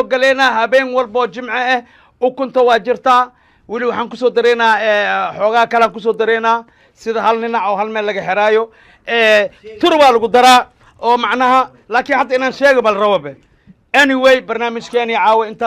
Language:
Somali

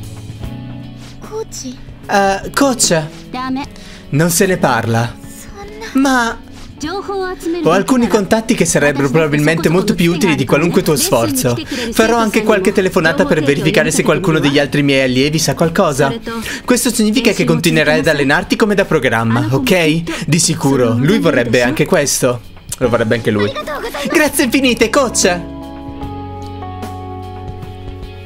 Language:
Italian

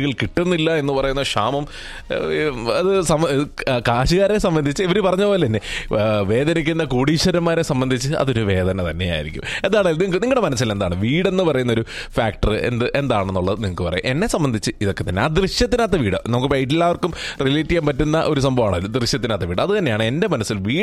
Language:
Malayalam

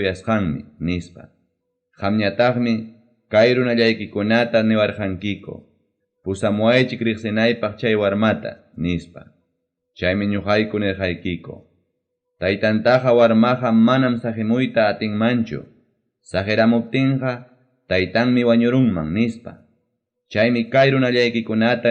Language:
Ayacucho Quechua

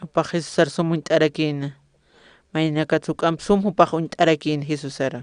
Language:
Aymara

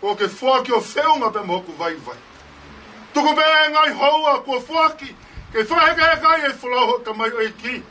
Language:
Tongan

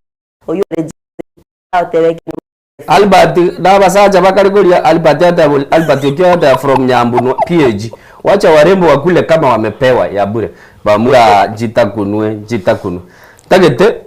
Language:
Gusii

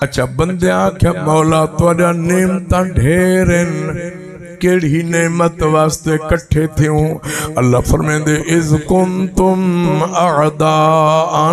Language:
Saraiki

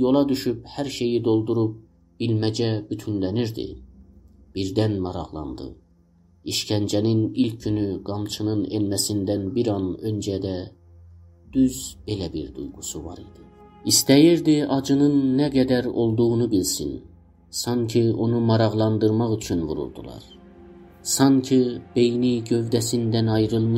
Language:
South Azerbaijani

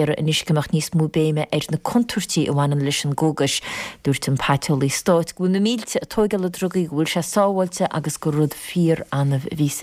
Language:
Irish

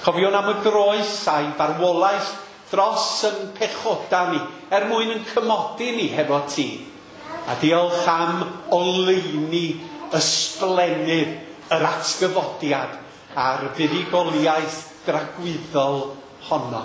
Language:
Welsh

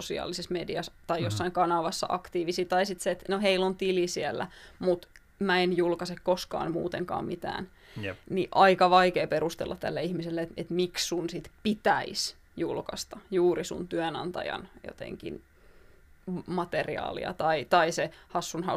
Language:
Finnish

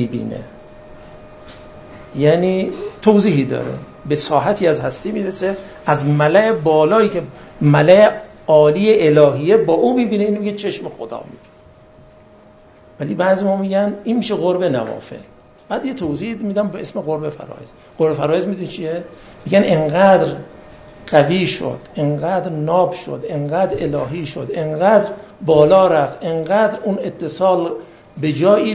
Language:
Persian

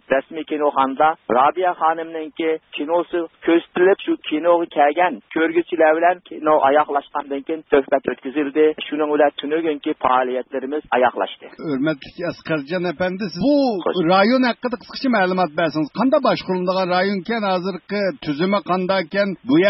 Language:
Uyghur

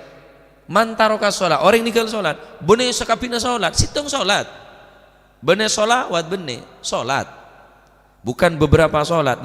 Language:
Madurese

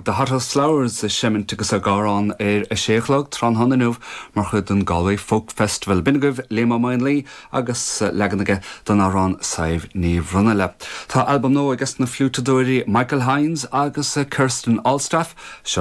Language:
Irish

